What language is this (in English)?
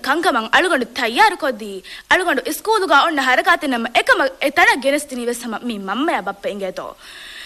Divehi